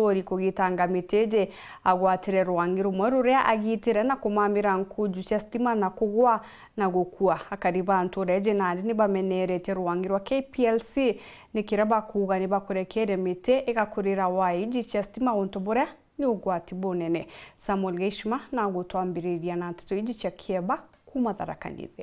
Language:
Meru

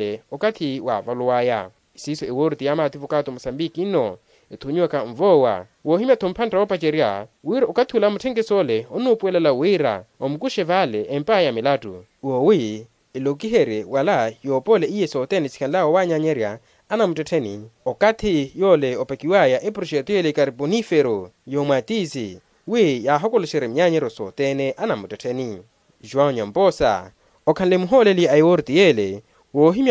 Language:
Makhuwa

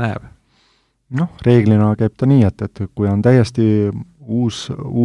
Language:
Estonian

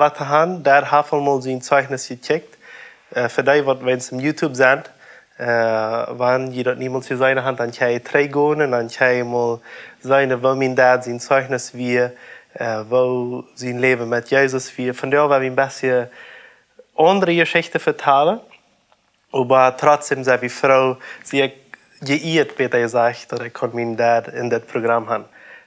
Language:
Plautdietsch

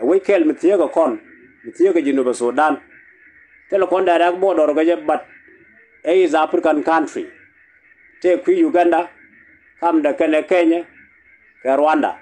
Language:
Nuer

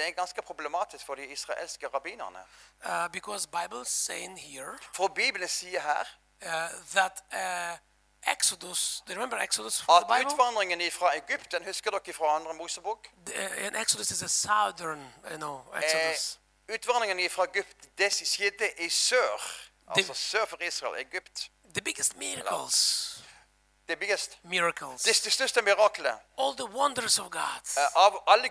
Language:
Norwegian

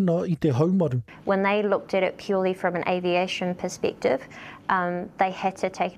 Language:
Māori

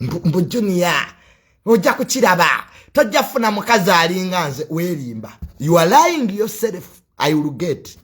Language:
Ganda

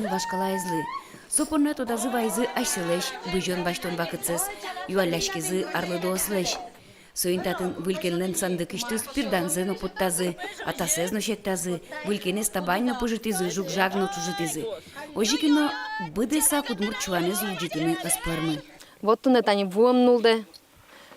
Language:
Udmurt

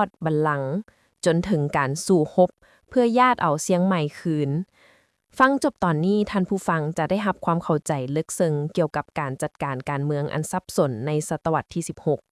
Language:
Lao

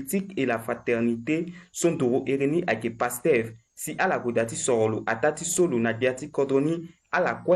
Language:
Sango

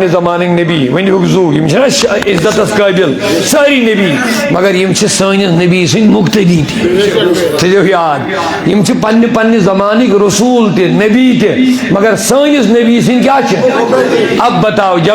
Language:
Kashmiri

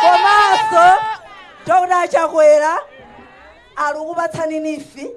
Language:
Nyanja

